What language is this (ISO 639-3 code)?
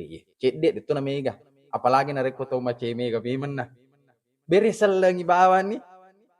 bug